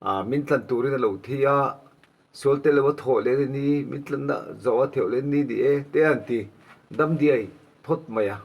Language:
Mizo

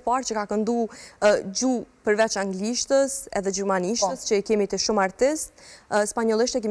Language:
Albanian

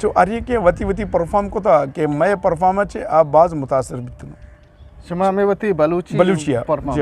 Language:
Eastern Balochi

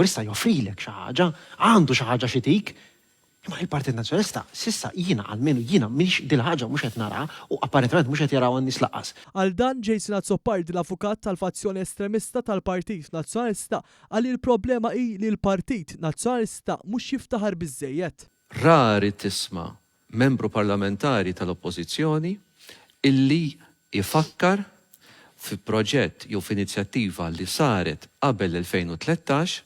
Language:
Maltese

